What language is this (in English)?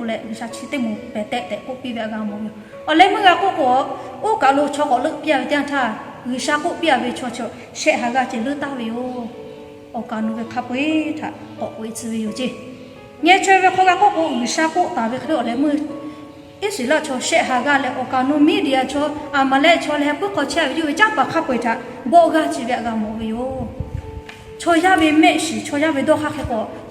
Lahu